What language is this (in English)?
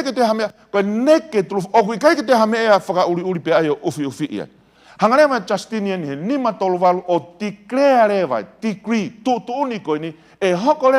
Tongan